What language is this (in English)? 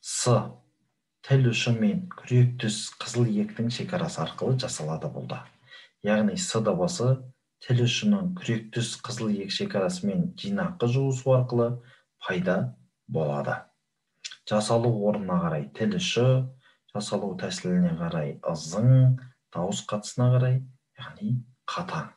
Kazakh